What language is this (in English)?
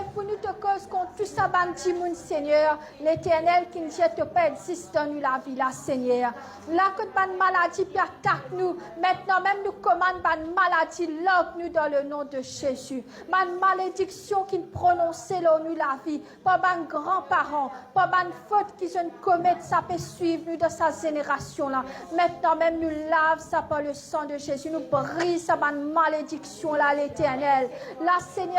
Morisyen